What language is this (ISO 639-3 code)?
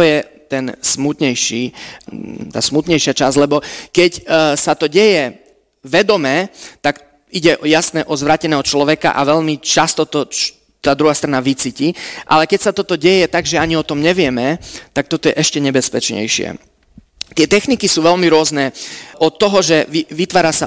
slk